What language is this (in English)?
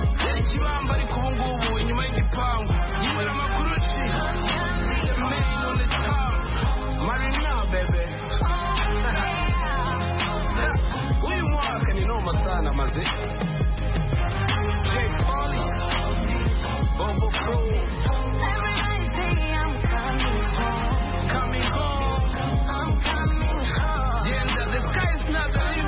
Kinyarwanda